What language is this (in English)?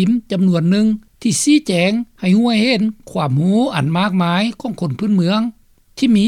Lao